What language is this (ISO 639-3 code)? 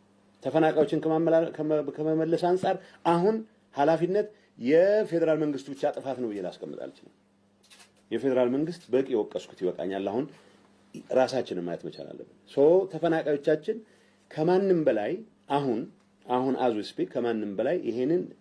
amh